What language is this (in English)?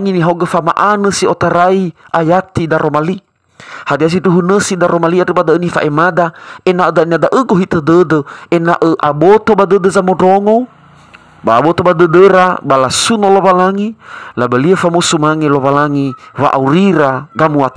Nias